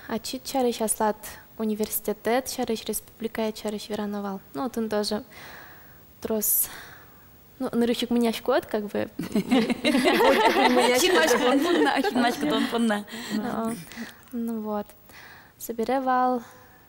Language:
Udmurt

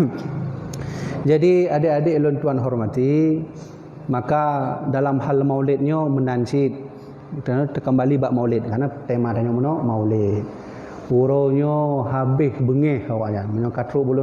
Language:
Achinese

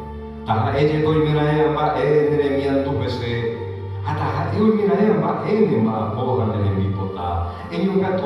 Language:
Guarani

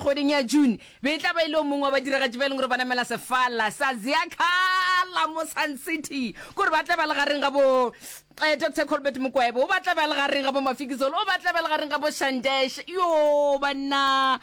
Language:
Northern Sotho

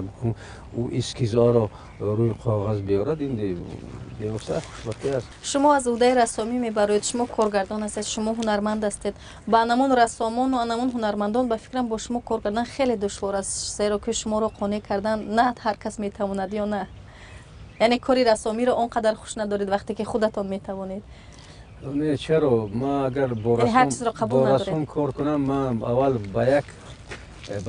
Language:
Tajik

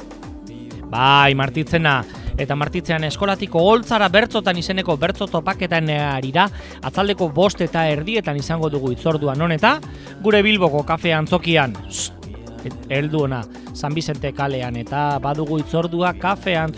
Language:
Basque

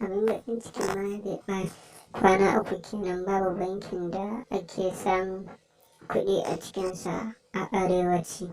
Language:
Hausa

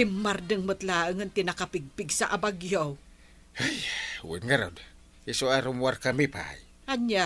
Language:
Iloko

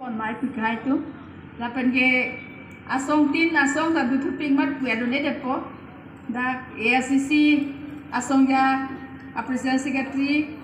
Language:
Karbi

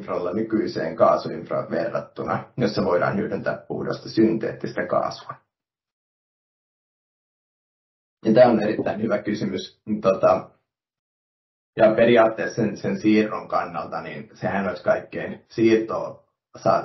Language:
Finnish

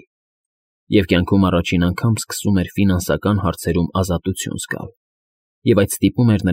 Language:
Armenian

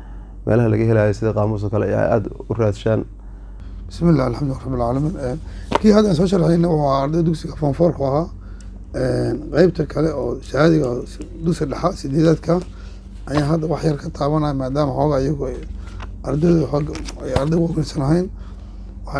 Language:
Somali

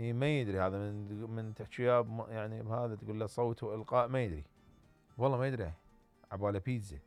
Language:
Mesopotamian Arabic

